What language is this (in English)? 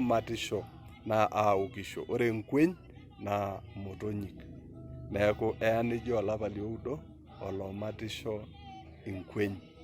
Masai